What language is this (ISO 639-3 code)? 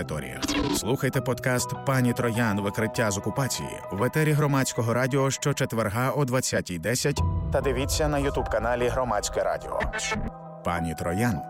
ukr